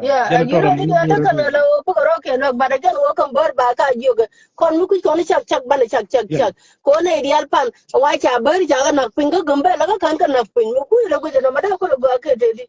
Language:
Nuer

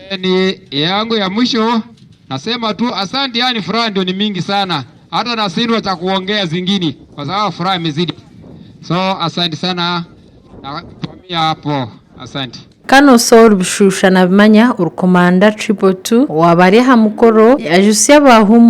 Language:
Nyankole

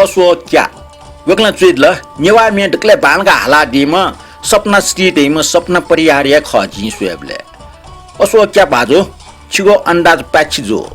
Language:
Newari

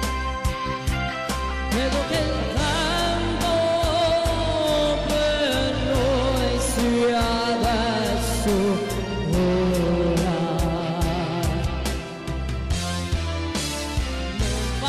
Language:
Italian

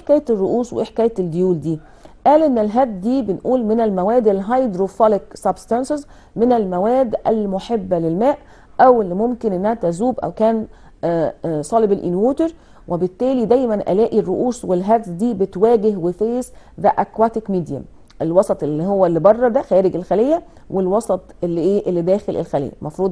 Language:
Egyptian Arabic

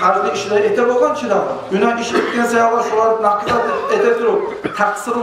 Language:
Kumyk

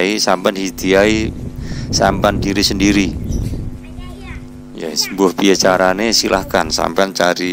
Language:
Indonesian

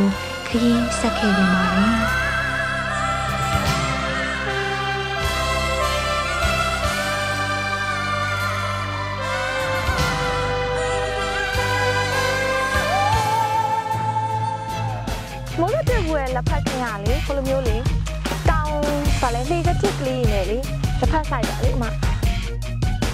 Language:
Burmese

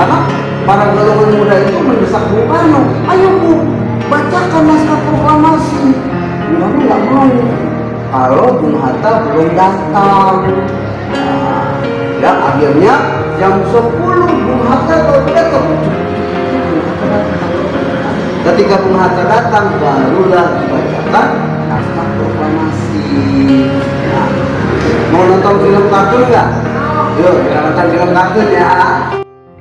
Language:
Indonesian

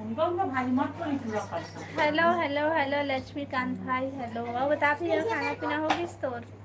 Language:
Chhattisgarhi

